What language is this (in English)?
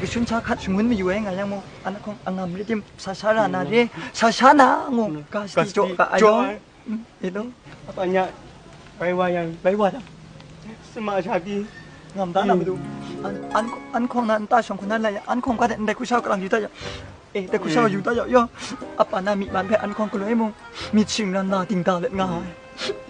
Kachin